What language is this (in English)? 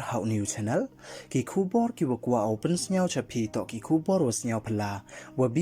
Pnar